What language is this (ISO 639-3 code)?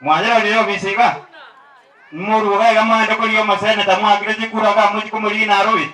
guz